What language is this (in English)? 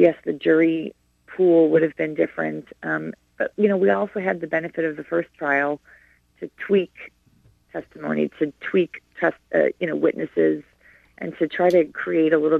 English